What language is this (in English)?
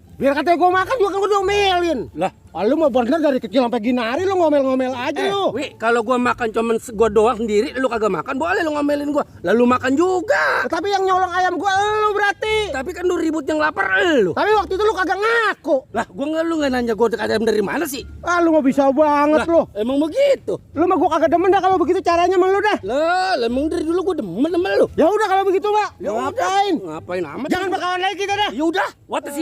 Betawi